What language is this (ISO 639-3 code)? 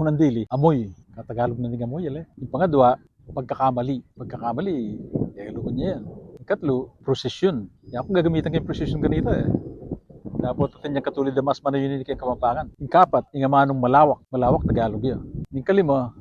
pam